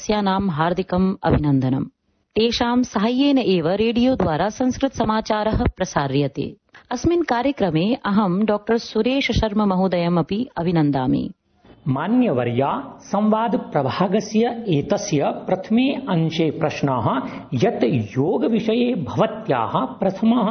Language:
Sanskrit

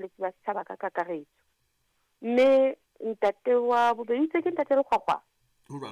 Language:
Southern Sotho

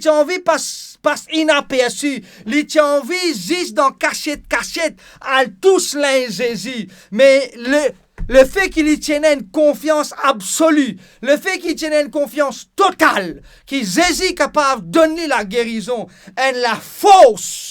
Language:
Morisyen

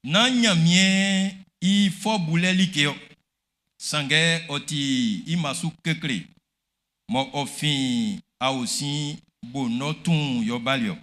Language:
Baoulé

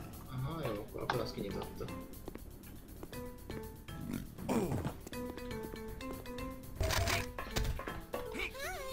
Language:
Hungarian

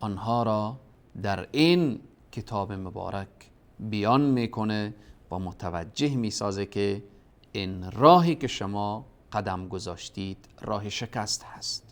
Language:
Persian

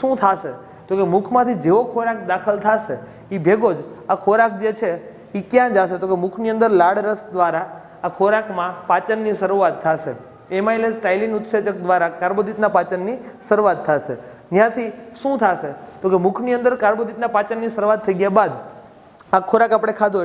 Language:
Gujarati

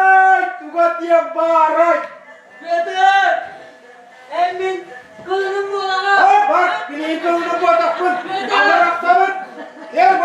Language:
Yakut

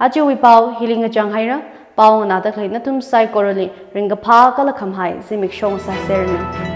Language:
Tangkhul Naga (India)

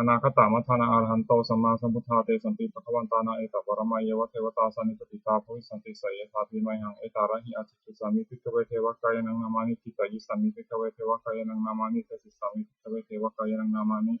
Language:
Pali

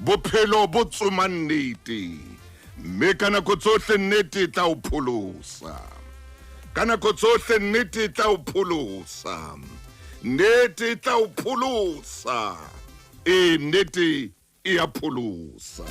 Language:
Southern Sotho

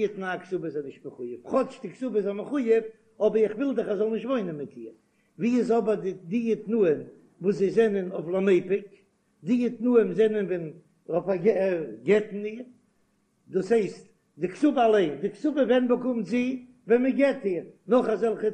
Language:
Yiddish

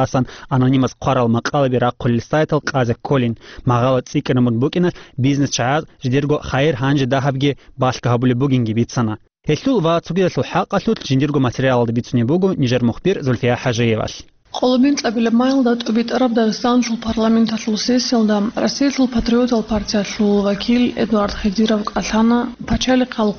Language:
Avaric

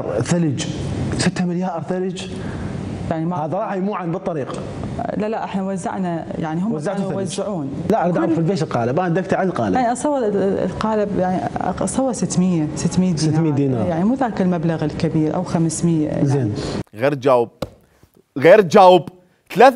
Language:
Mesopotamian Arabic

